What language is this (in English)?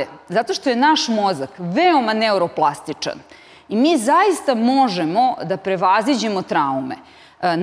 Serbian